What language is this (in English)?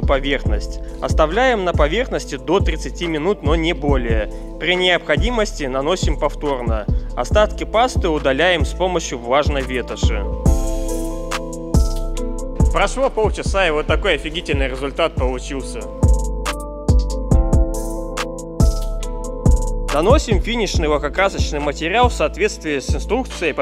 Russian